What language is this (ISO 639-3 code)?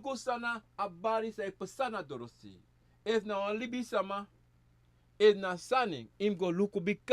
srn